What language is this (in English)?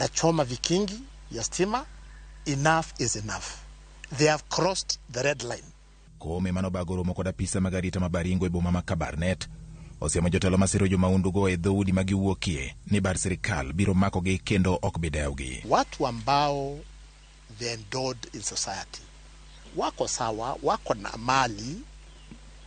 Luo (Kenya and Tanzania)